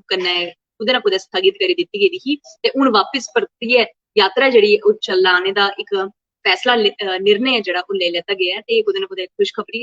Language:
Dogri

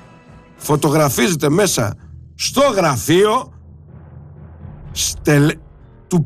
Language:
Greek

